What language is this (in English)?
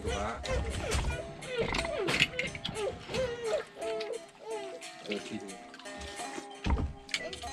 S'gaw Karen